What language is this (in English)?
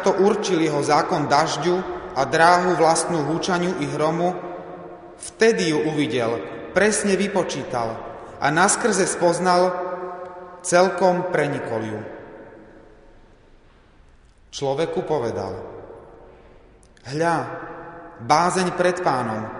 Slovak